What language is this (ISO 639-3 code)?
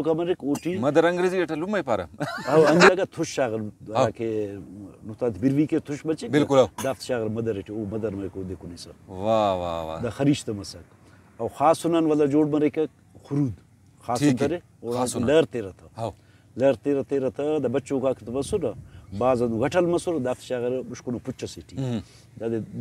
brh